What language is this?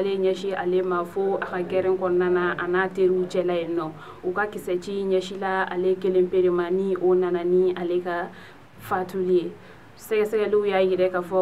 Bambara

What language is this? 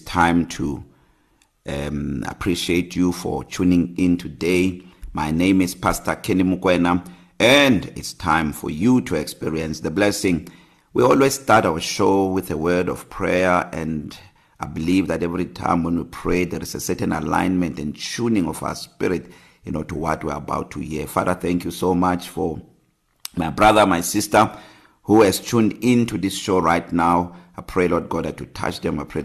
English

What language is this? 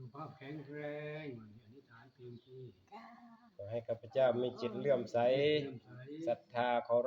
Northeastern Thai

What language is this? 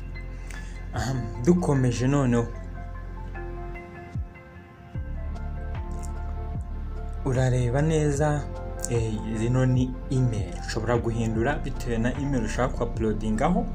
Kinyarwanda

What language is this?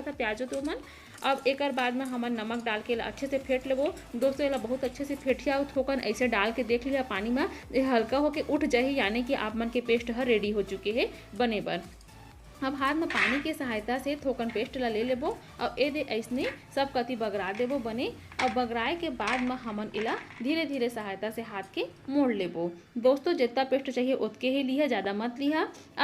Chhattisgarhi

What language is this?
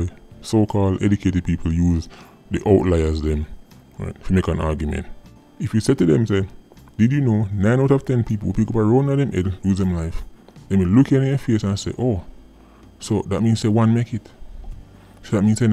Jamaican Creole English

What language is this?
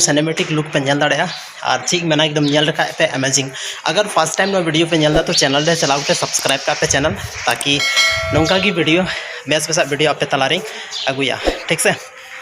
Santali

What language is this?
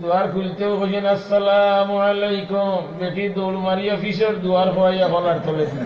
Sylheti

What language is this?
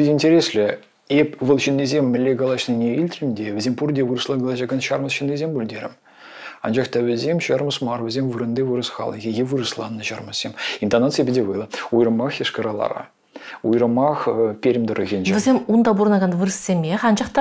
Chuvash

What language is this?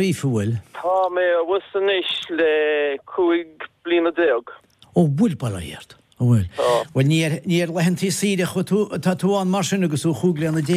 Irish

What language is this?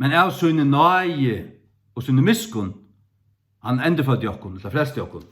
Faroese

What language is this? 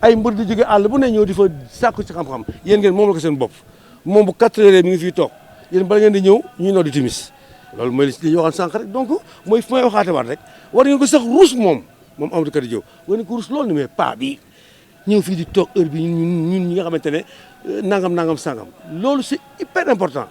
Wolof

